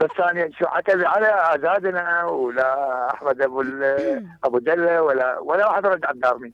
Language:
Mesopotamian Arabic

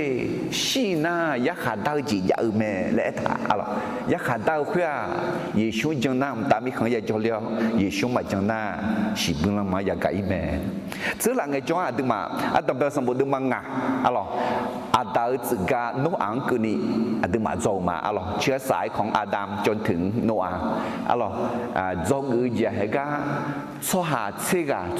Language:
Akha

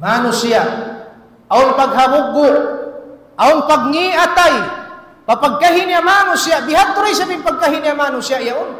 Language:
Tausug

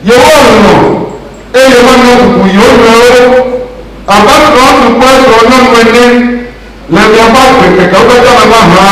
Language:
Ewe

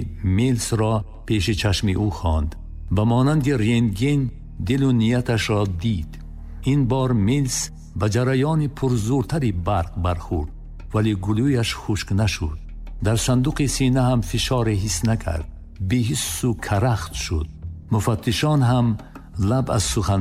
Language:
Tajik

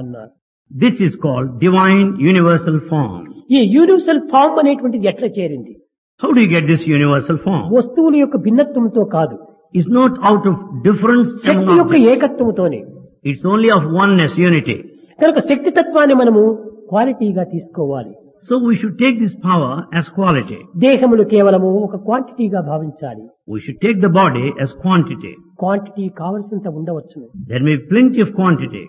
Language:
Telugu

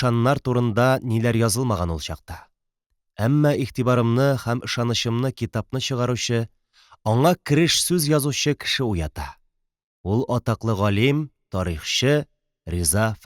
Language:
Tatar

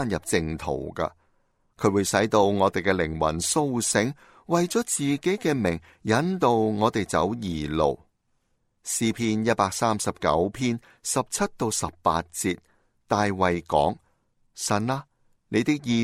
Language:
Cantonese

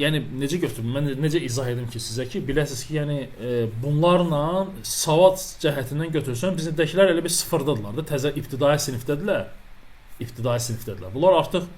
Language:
Azerbaijani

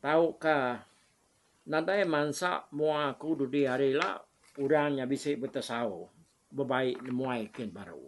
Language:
Iban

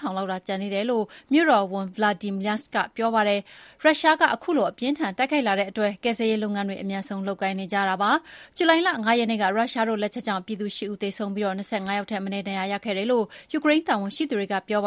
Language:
Burmese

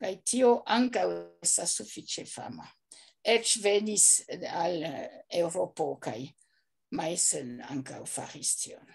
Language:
Esperanto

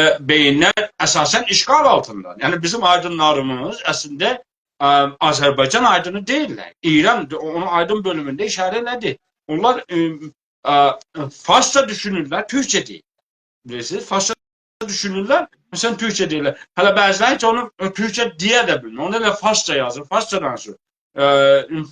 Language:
South Azerbaijani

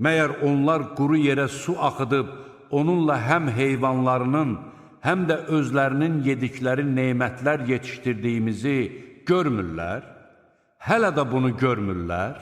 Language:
Azerbaijani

